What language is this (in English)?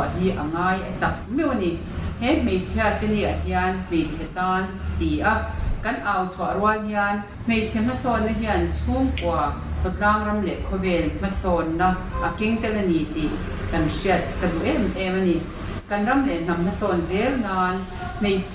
Mizo